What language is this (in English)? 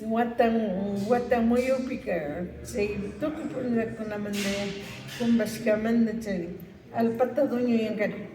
Imbabura Highland Quichua